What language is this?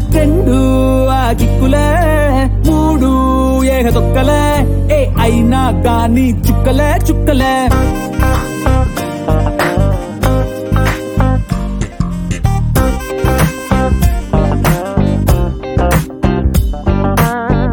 Telugu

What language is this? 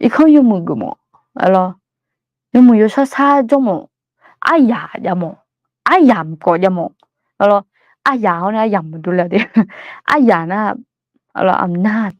Akha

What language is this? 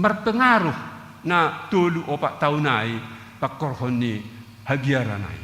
Batak Simalungun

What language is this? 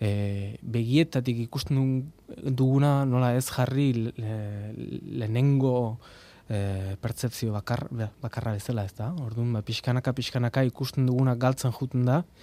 Basque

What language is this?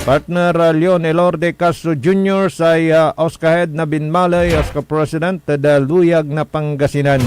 Pangasinan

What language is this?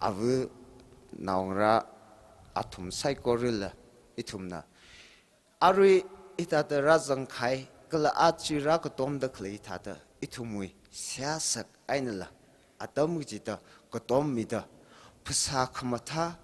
Tangkhul Naga (India)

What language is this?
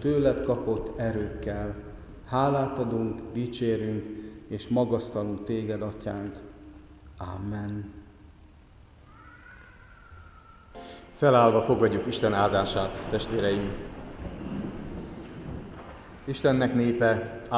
Hungarian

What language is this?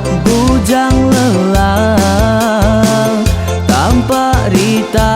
Iban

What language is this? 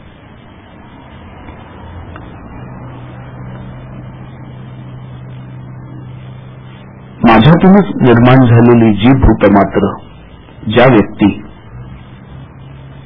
Marathi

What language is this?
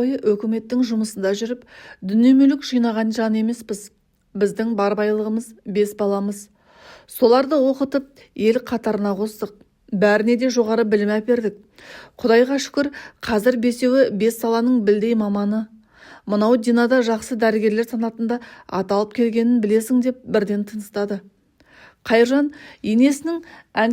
Kazakh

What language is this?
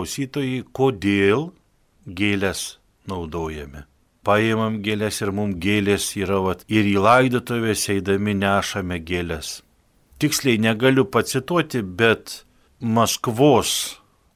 Lithuanian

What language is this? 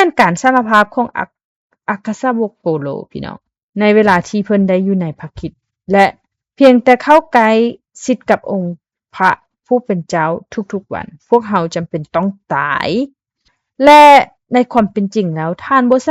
Lao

